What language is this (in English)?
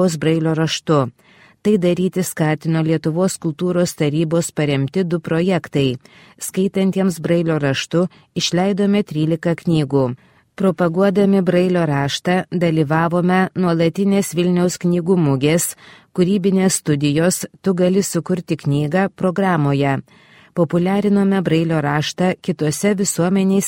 Lithuanian